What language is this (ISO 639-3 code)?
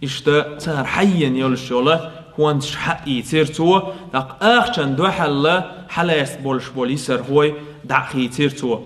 che